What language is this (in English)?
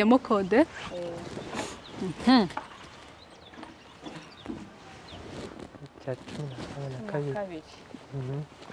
Kinyarwanda